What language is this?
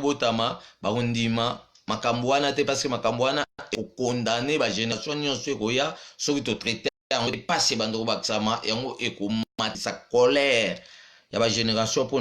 Lingala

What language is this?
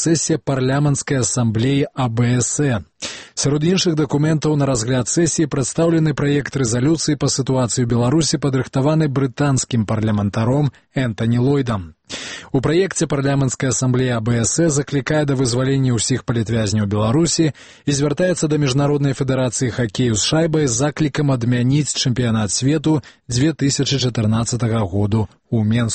Belarusian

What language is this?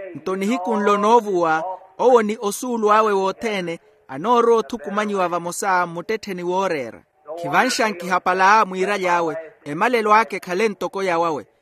Makhuwa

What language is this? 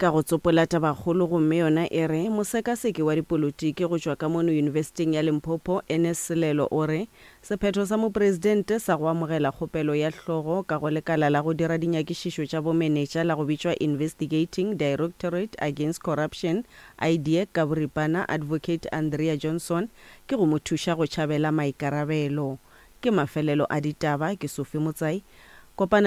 Northern Sotho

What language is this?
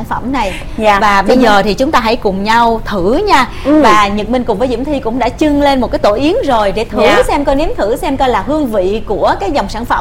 Vietnamese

